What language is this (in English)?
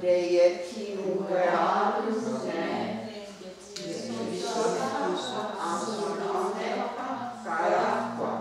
Mohawk